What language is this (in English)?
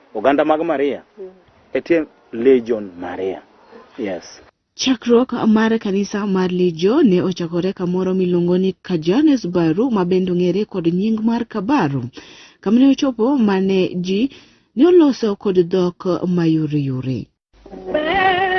Luo (Kenya and Tanzania)